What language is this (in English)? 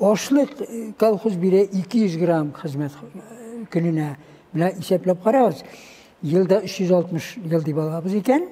Tatar